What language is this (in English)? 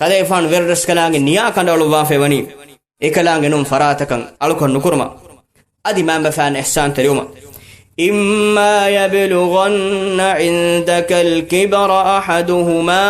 Divehi